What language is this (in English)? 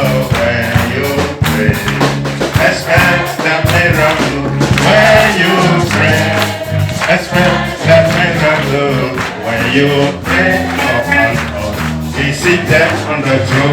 Ewe